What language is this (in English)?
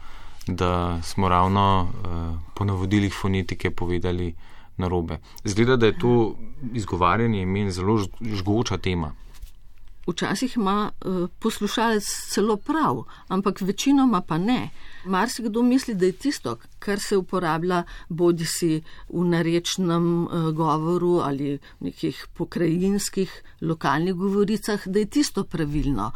Slovenian